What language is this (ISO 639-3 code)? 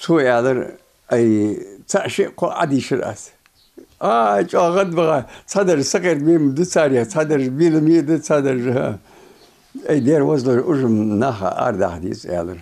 inh